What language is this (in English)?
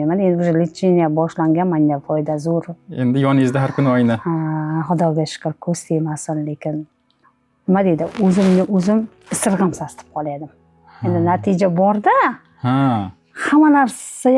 Uzbek